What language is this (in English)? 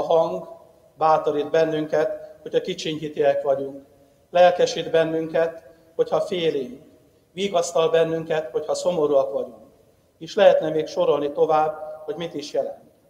Hungarian